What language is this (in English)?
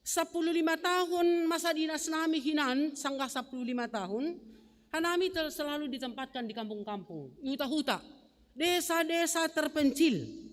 Batak Simalungun